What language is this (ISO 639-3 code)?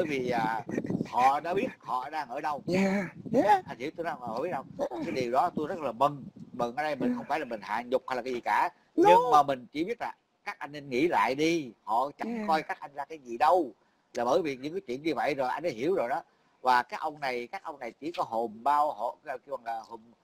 vie